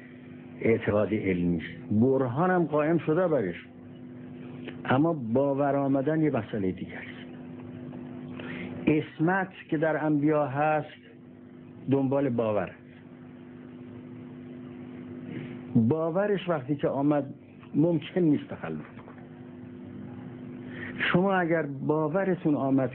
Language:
Persian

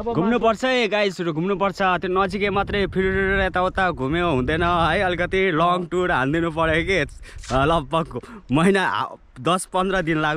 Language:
Nepali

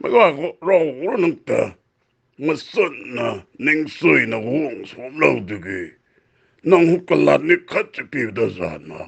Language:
Rongmei Naga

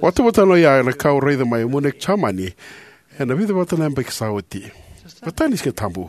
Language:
Fijian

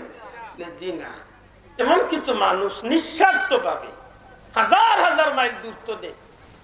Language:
Sylheti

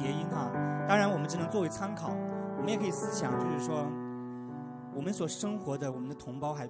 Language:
Chinese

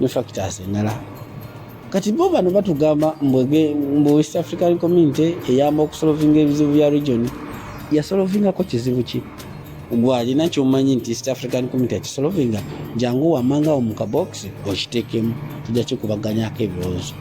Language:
Ganda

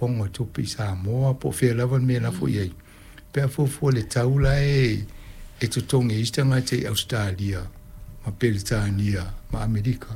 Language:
Samoan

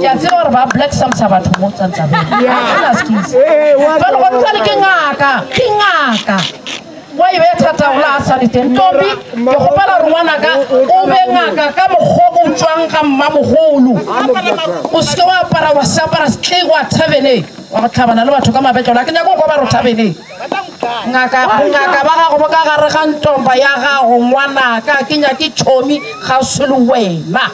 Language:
Northern Sotho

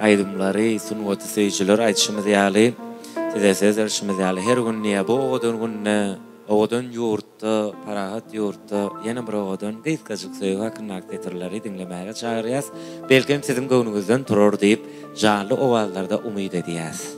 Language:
Turkmen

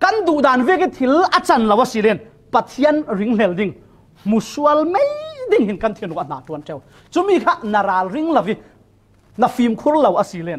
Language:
Falam Chin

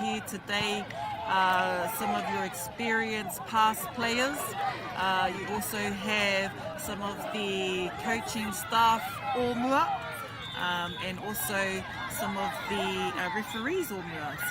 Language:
Māori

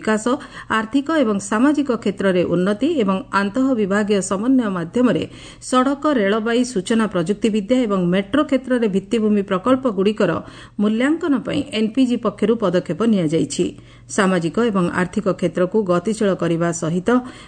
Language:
Odia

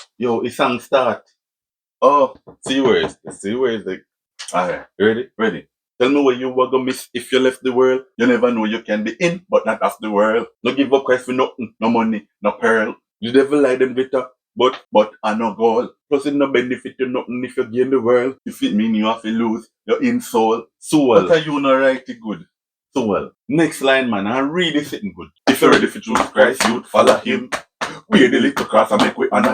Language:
Jamaican Creole English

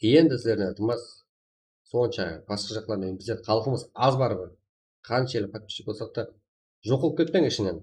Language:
Kara-Kalpak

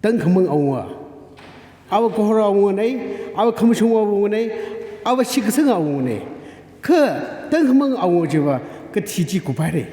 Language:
Tangkhul Naga (India)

